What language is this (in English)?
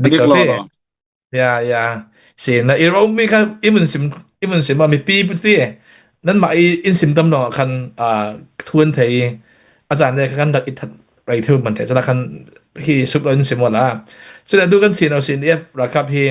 Falam Chin